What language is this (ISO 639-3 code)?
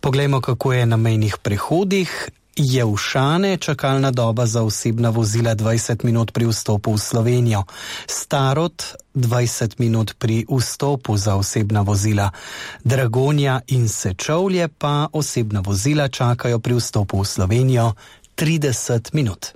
slv